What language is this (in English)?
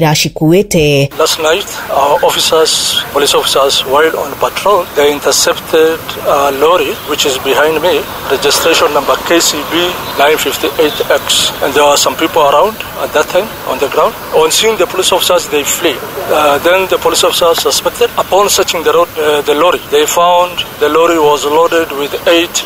Kikuyu